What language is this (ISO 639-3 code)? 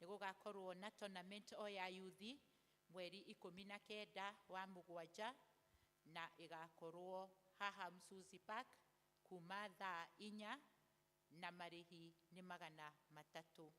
kik